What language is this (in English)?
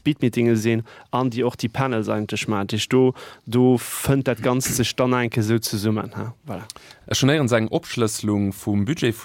Luxembourgish